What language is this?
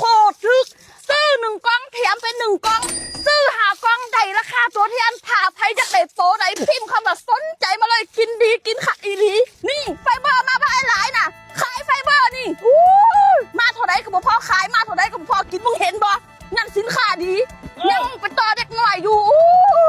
Lao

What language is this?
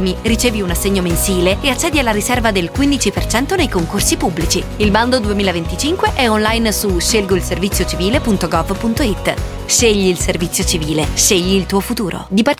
Italian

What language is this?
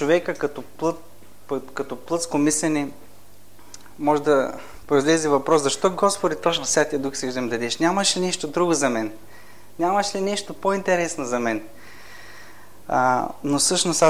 Bulgarian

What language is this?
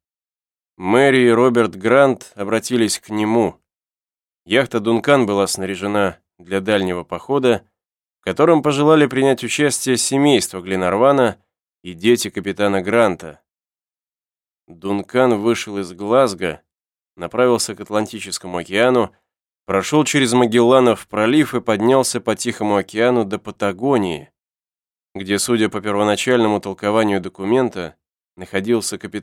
Russian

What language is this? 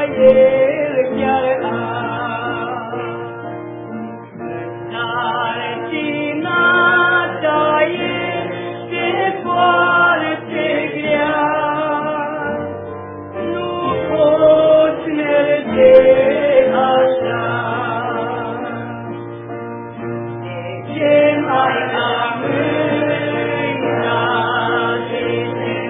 Romanian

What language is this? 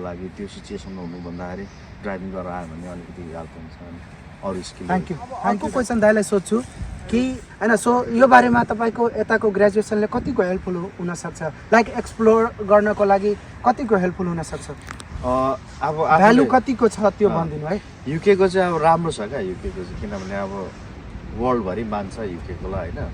Nepali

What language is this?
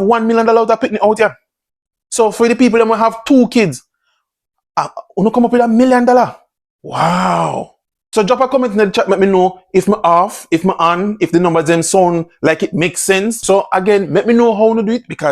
Jamaican Creole English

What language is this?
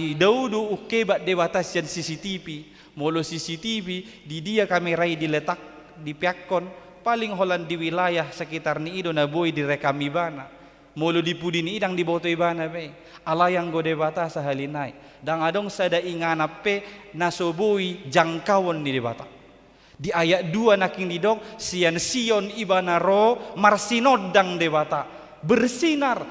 Batak Toba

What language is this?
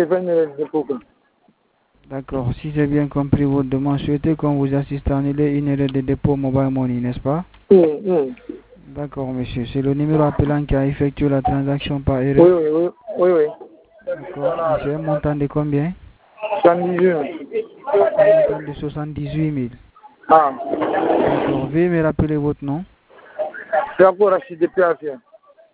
French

